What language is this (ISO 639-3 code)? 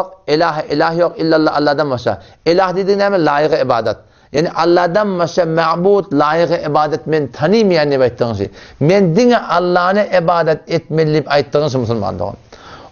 tuk